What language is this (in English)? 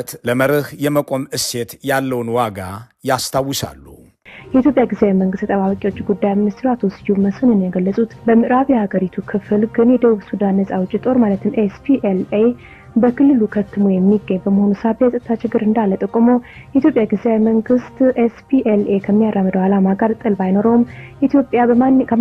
Amharic